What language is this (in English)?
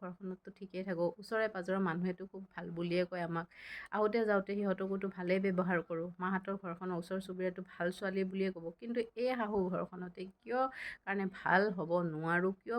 Assamese